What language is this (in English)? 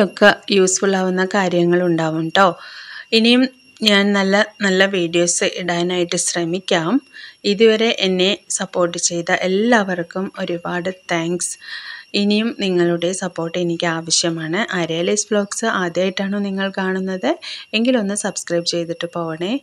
Malayalam